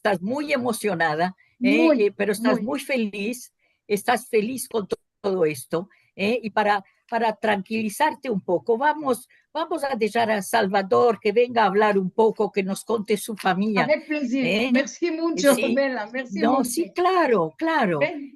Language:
Ladino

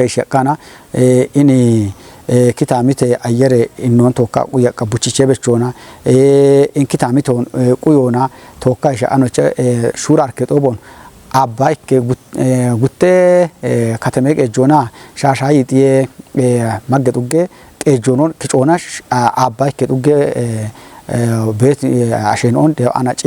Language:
Kafa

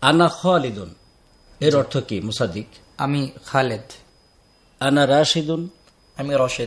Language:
Bangla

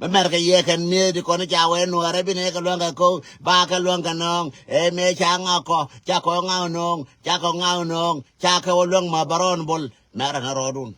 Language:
Nuer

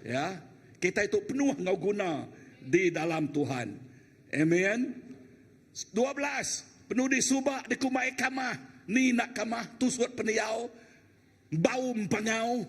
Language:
Iban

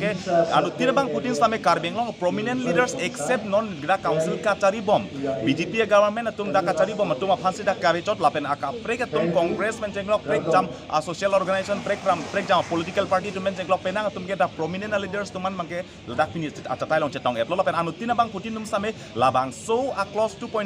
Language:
Karbi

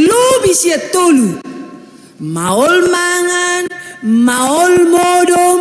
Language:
Batak Toba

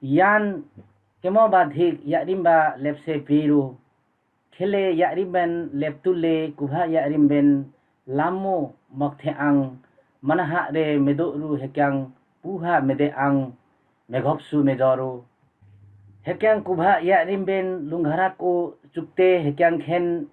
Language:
Limbu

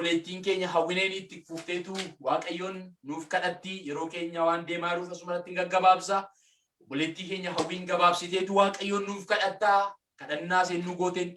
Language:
Oromo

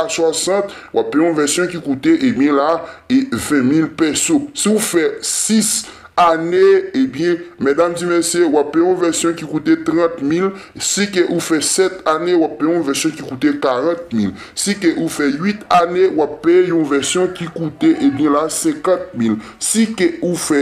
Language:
Haitian Creole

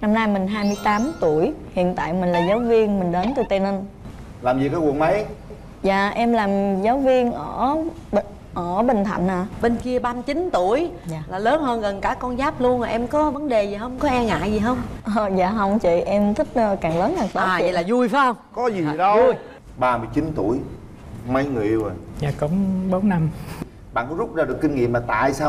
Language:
Vietnamese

